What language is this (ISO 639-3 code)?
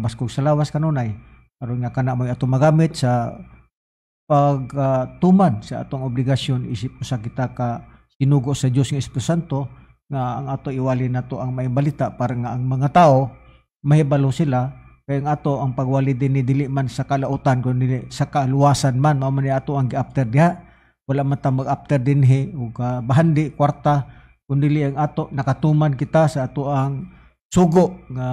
ceb